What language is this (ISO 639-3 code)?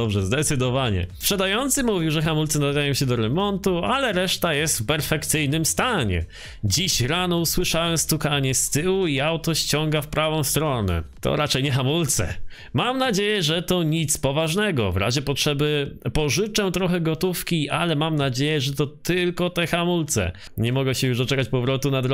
pol